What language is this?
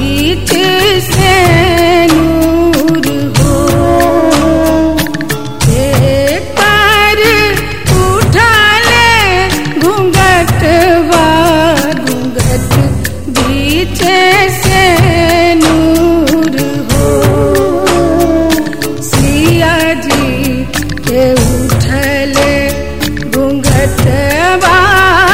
Bhojpuri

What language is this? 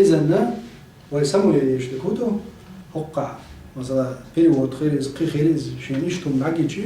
Chechen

